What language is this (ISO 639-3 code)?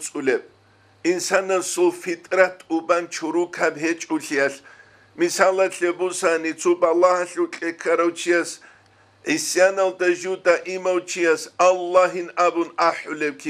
ava